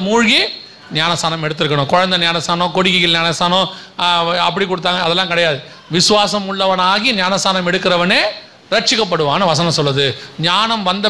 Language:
Tamil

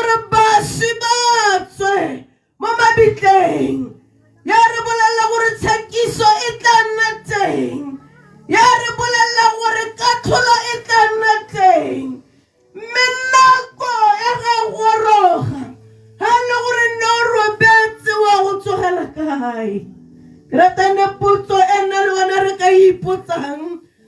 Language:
Tswana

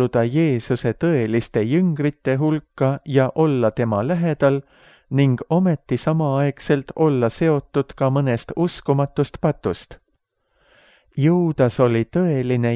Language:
Estonian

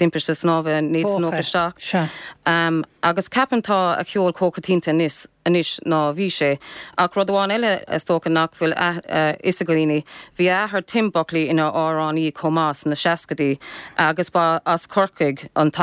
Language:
Irish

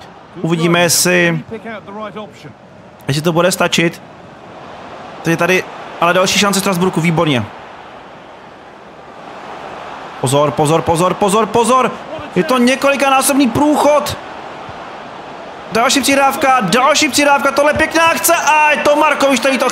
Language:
Czech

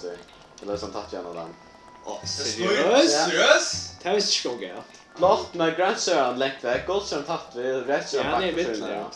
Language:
Faroese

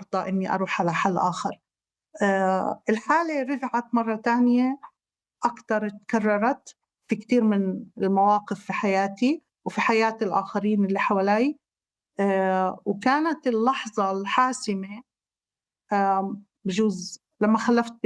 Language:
North Levantine Arabic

